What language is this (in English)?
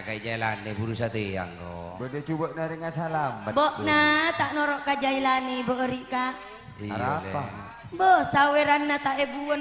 Madurese